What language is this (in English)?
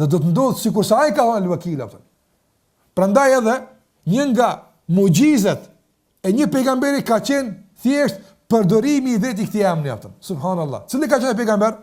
Albanian